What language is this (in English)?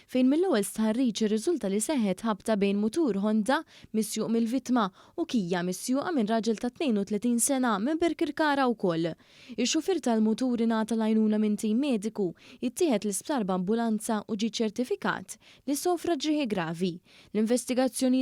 Maltese